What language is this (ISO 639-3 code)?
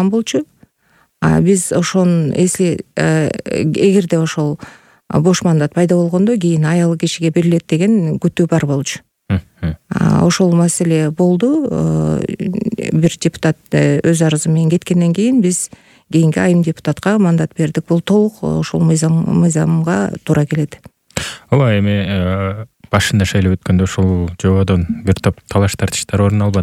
kir